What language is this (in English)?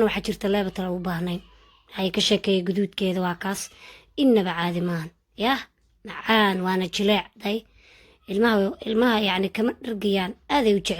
Somali